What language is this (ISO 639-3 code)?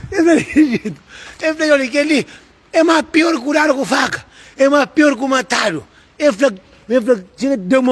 kea